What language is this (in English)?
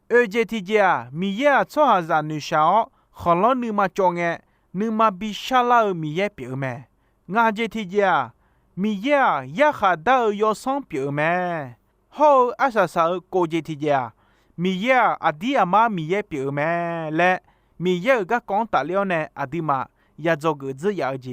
Akha